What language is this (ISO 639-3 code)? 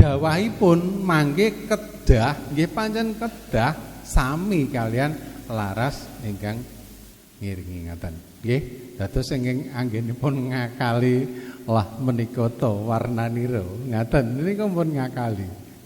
jav